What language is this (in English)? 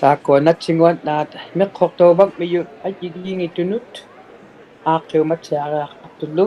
Inuktitut